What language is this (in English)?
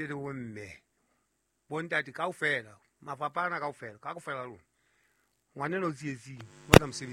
Southern Sotho